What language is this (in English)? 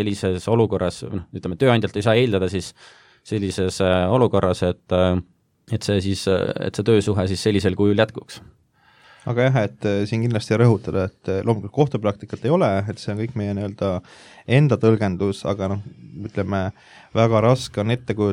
Estonian